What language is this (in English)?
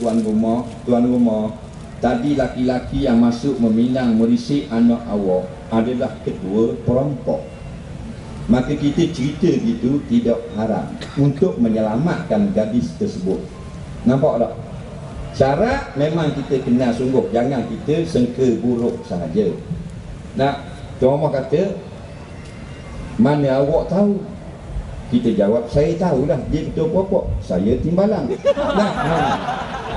Malay